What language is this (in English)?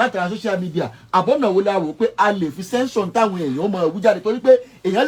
Yoruba